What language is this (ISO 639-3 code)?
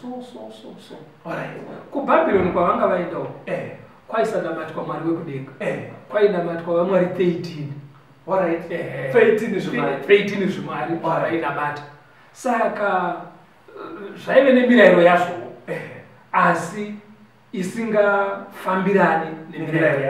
sna